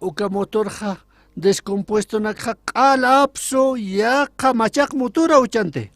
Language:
Aymara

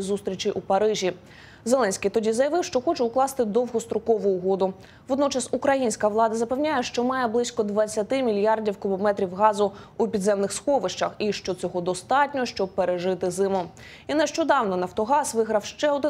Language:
Ukrainian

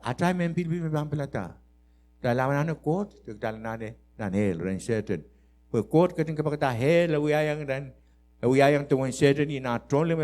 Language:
Pohnpeian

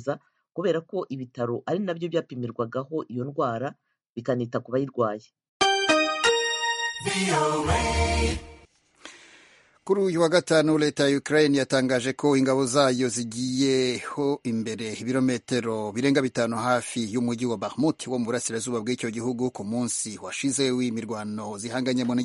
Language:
Kinyarwanda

